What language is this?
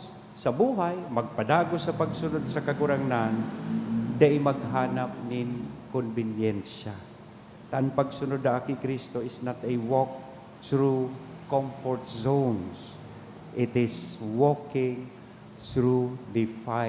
Bikol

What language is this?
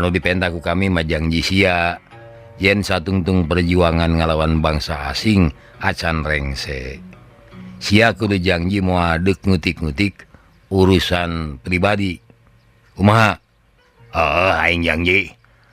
Sundanese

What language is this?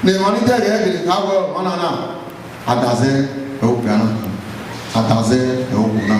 Bini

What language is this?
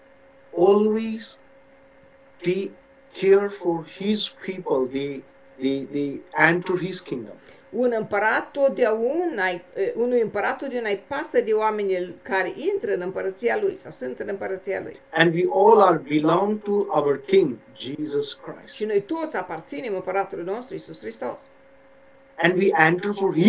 Romanian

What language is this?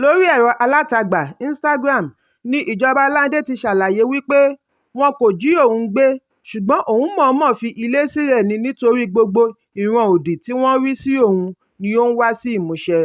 Yoruba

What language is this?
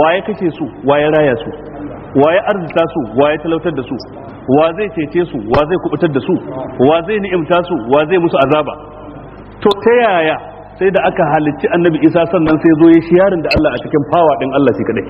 Hausa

